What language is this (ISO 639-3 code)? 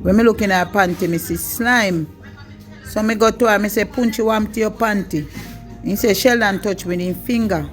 jam